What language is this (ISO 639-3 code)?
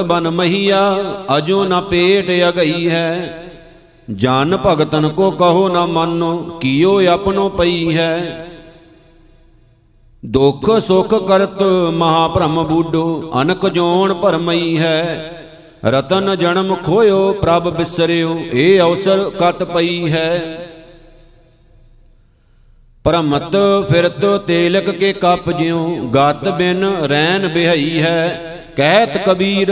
pan